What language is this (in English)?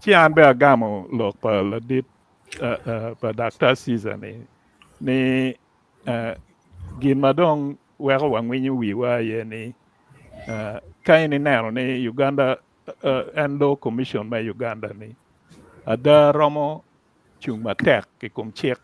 Acoli